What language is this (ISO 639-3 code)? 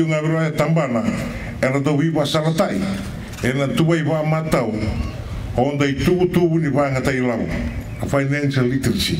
fij